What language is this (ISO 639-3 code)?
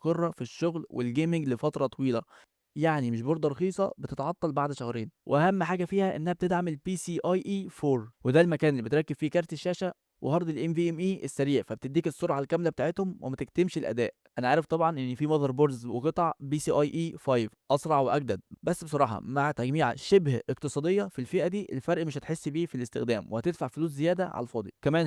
arz